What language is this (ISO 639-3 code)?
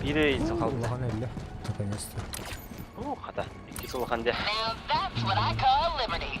sah